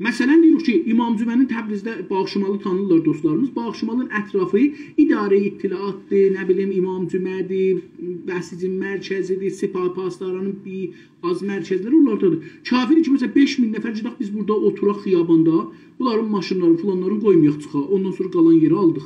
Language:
South Azerbaijani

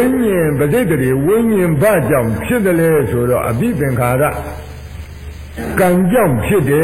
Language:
Burmese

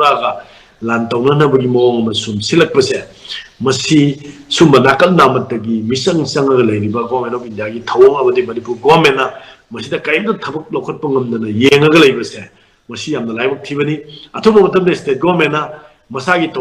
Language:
Manipuri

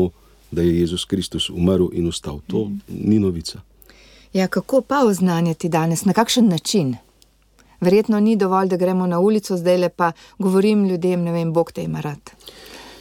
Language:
Slovenian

